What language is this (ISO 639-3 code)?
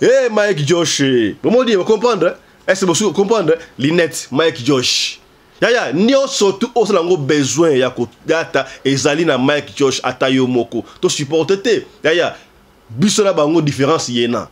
lin